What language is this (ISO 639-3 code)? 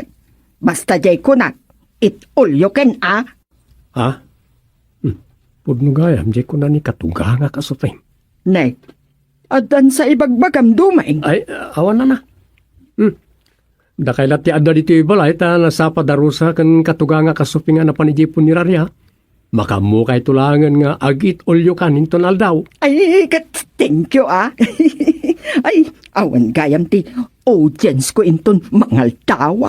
ilo